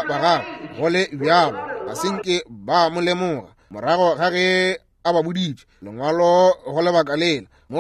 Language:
Northern Sotho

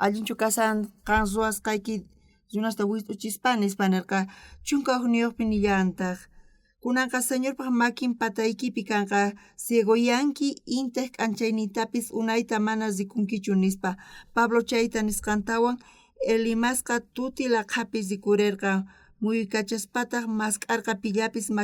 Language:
South Bolivian Quechua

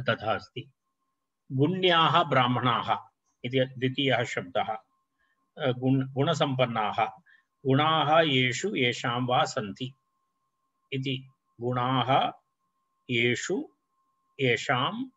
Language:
Sanskrit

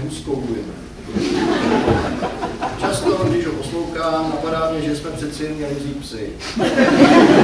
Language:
Czech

